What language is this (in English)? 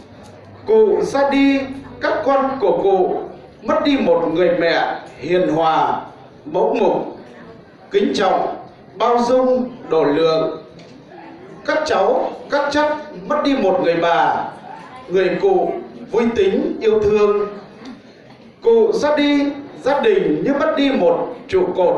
Vietnamese